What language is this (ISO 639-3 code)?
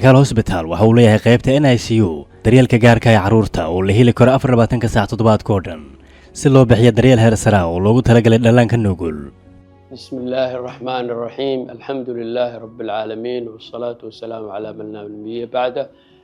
som